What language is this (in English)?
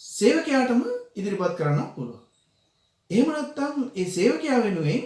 Sinhala